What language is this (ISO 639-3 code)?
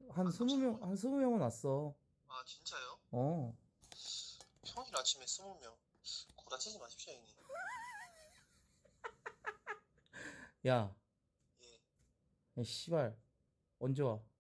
kor